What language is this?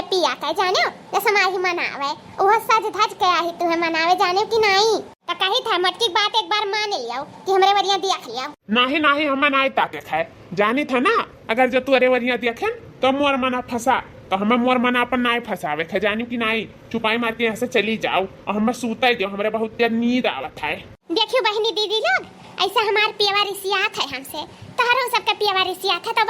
Awadhi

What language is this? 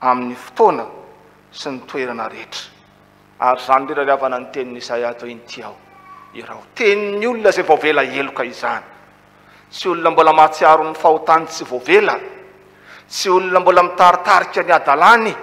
Malagasy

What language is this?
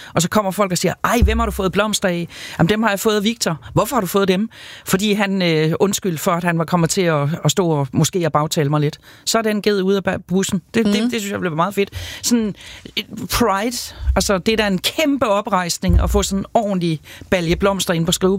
Danish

